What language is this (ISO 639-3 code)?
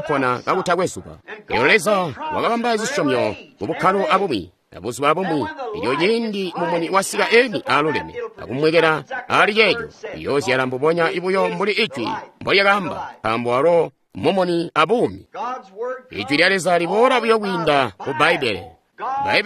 toi